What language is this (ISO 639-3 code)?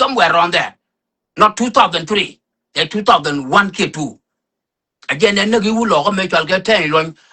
nus